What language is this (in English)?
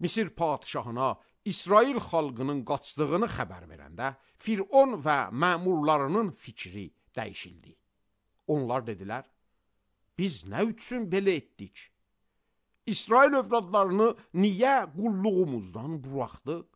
Azerbaijani